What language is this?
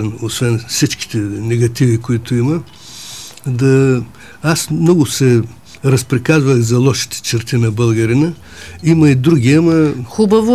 Bulgarian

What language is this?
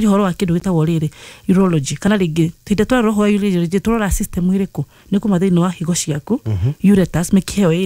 Kikuyu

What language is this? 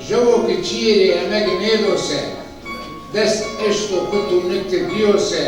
Zaza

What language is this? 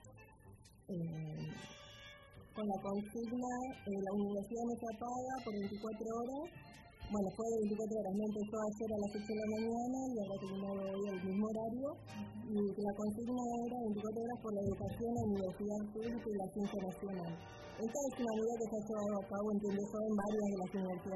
Spanish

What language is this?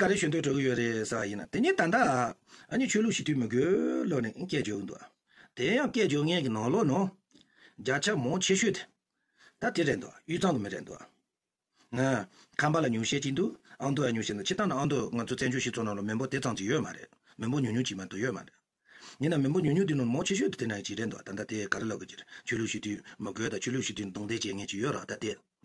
Tibetan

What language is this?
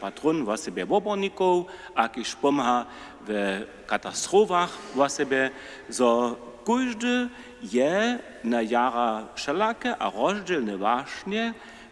Upper Sorbian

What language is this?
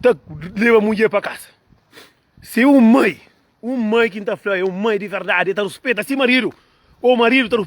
Kabuverdianu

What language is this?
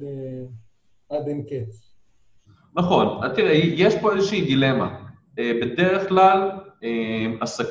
Hebrew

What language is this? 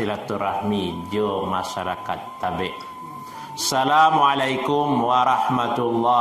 Minangkabau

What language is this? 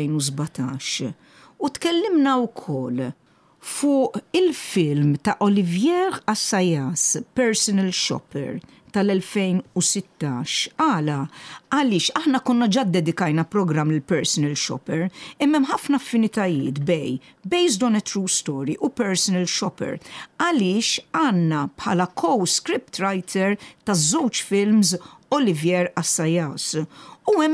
Maltese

